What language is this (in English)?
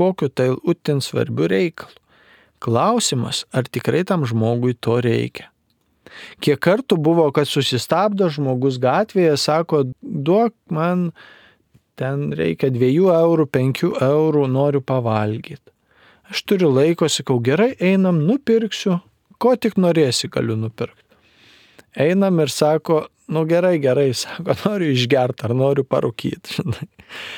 Lithuanian